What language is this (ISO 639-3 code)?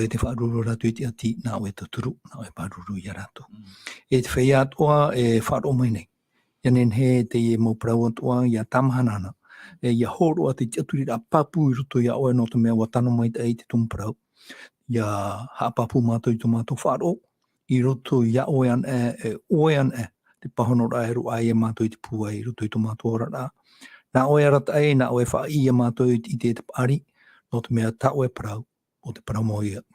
tah